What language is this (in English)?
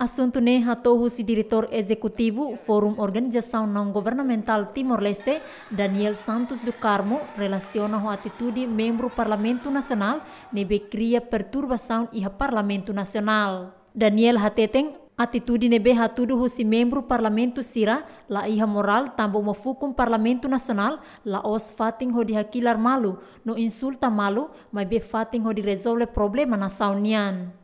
Tetum